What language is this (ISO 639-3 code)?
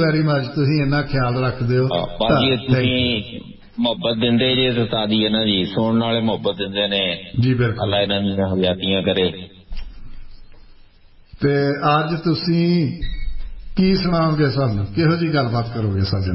pan